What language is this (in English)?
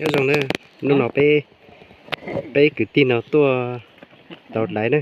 Hmong